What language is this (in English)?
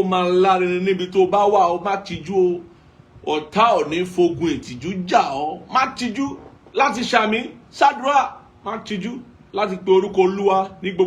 Yoruba